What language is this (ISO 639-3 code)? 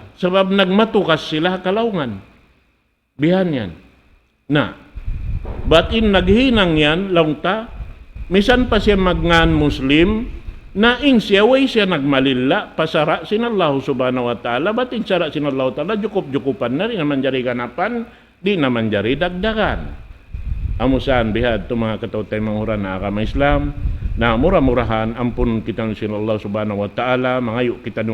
tsg